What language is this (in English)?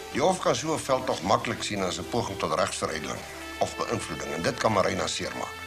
Afrikaans